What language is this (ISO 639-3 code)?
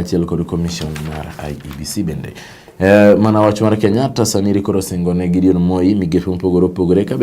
luo